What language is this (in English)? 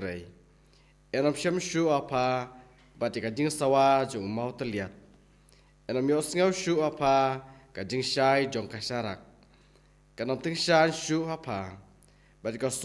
Khasi